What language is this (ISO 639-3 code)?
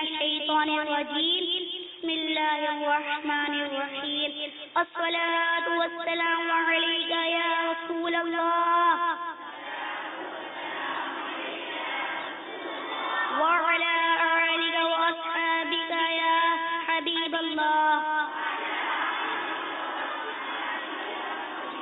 urd